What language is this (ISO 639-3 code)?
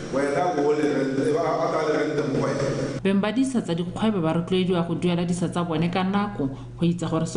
tsn